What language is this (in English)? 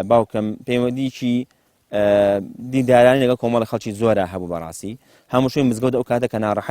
Central Kurdish